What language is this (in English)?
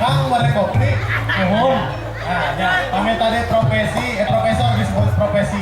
Sundanese